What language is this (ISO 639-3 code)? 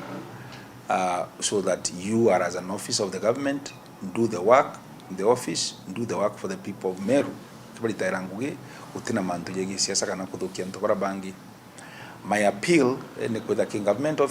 mer